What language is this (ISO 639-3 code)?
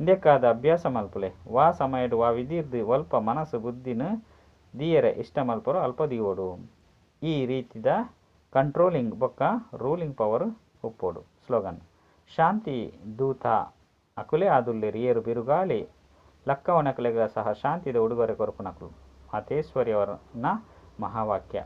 tcy